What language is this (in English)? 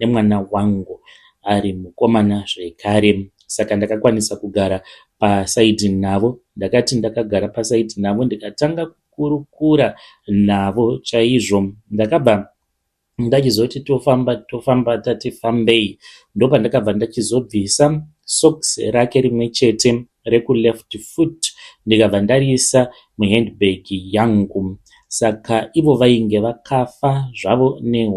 Shona